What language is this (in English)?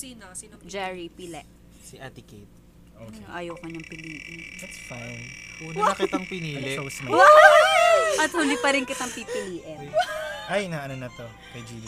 Filipino